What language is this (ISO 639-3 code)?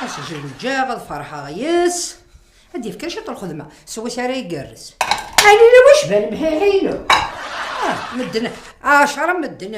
kab